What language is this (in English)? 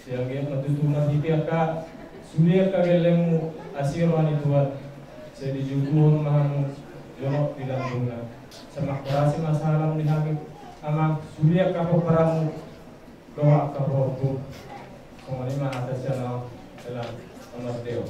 Batak Toba